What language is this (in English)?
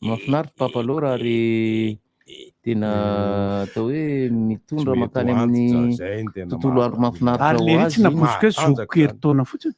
Malagasy